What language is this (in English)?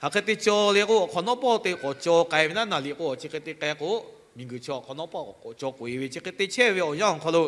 Lahu